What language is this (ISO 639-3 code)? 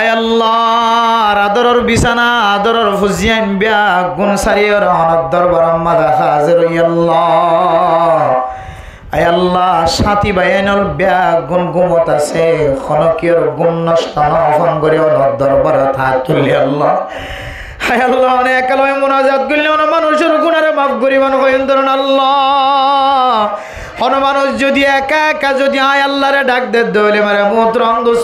rhg